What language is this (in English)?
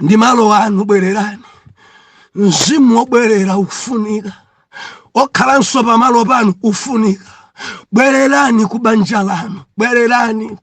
Nyanja